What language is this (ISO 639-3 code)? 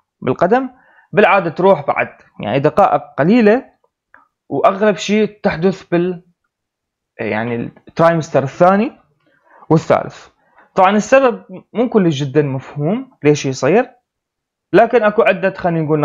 acm